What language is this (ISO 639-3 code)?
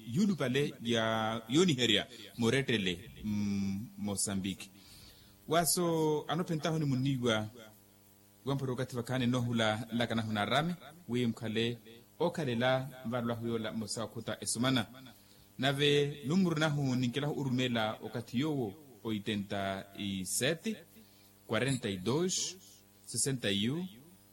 vmw